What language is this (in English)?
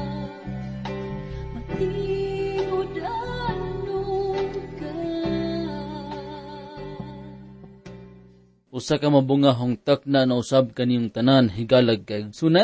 Cebuano